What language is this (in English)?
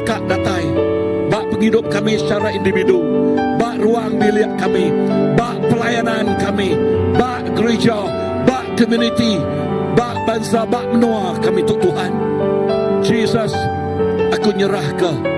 Iban